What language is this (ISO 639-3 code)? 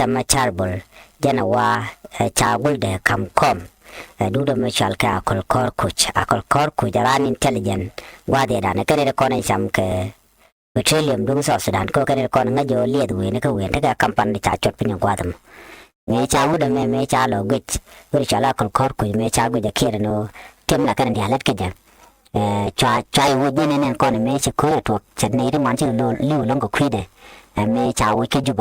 nus